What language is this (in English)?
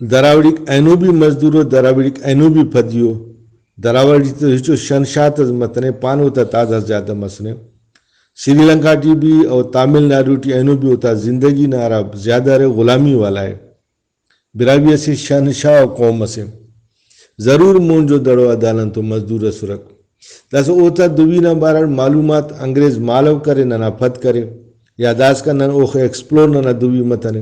Brahui